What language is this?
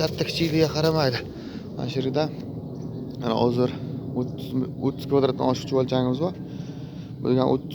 Uzbek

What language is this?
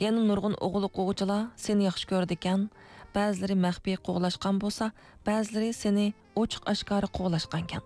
Uyghur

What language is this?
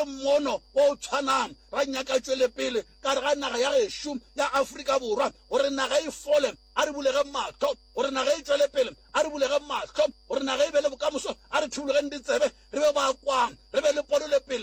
Northern Sotho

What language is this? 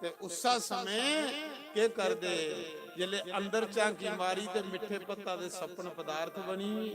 Dogri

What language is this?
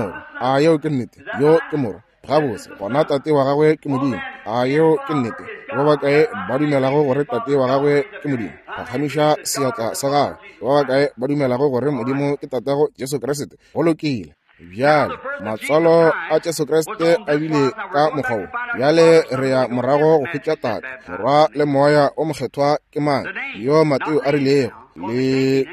Northern Sotho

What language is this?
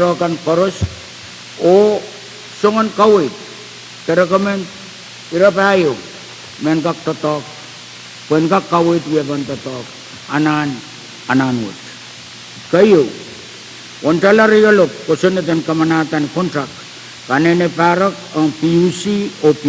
Pohnpeian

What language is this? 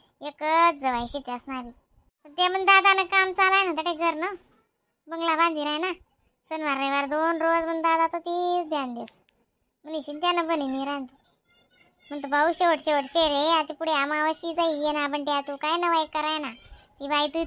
Khandesi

